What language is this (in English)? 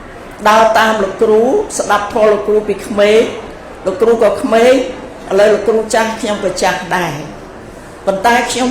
Khmer